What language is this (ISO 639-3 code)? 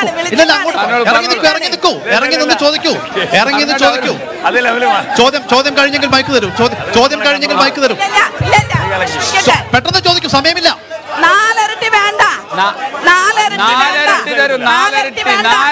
mal